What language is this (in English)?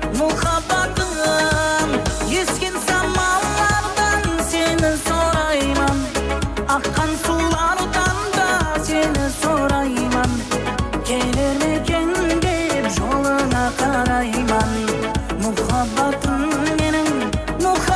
Kara-Kalpak